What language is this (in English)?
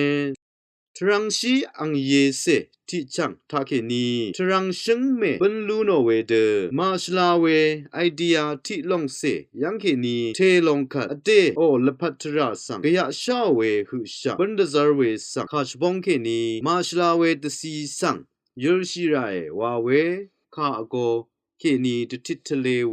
Rawang